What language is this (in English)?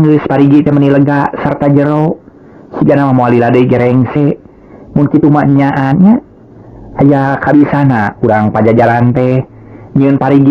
Sundanese